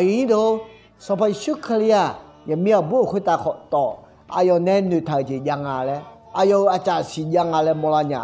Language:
Akha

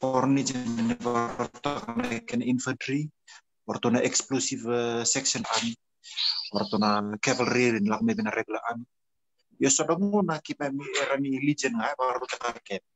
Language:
Fijian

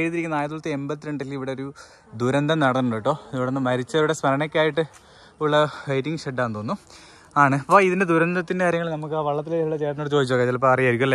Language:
Malayalam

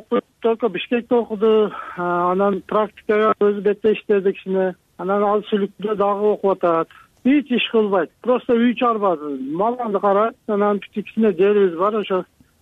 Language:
Kyrgyz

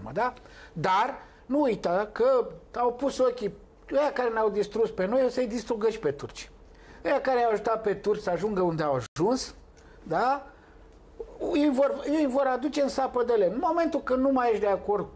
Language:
Romanian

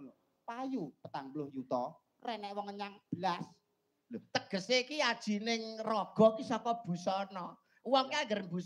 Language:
Javanese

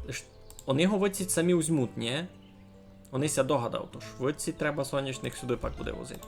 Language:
Rusyn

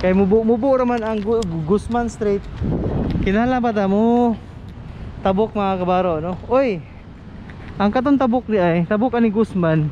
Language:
Cebuano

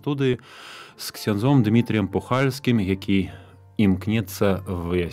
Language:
Belarusian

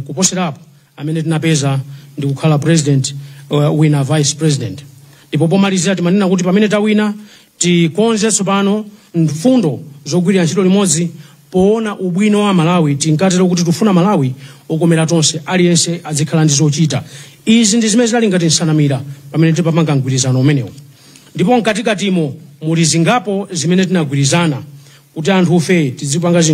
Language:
Nyanja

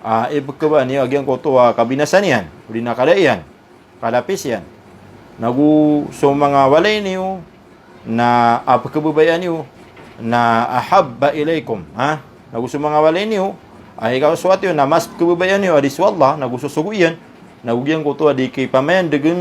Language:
Maranao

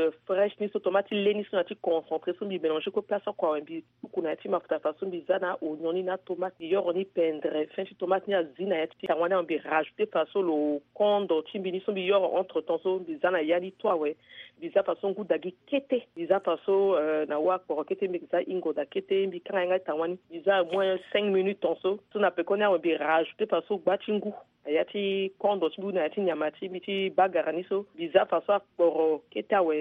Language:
Sango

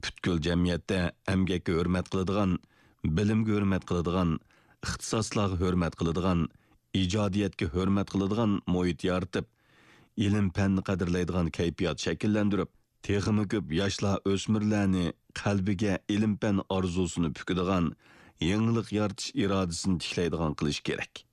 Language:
Uyghur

